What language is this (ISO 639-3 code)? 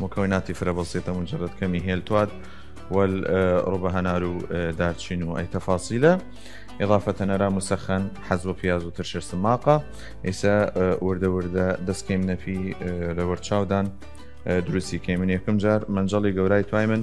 sdh